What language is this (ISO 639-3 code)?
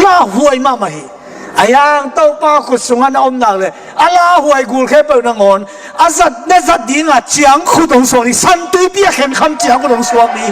ctd